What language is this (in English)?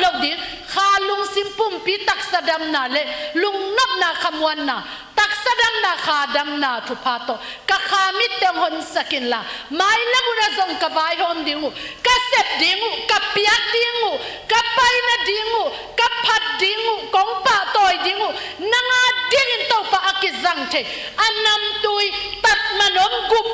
Tedim Chin